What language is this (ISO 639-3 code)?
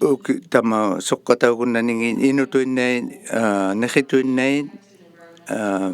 iku